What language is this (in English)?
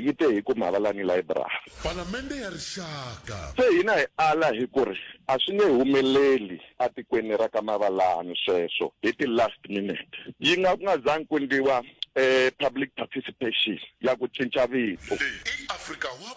Tsonga